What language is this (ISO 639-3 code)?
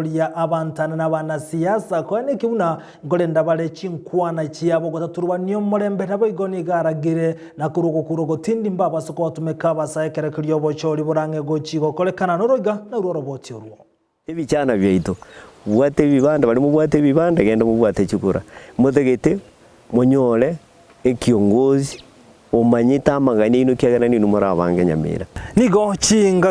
guz